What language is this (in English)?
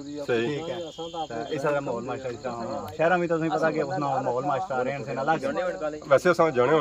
Pahari-Potwari